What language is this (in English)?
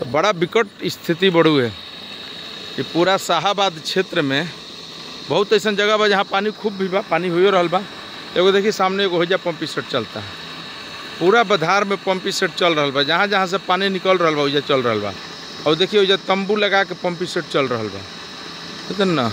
Bhojpuri